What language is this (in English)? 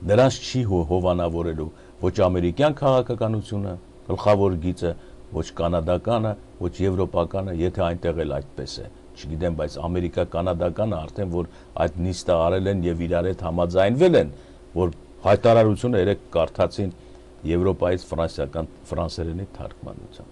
Armenian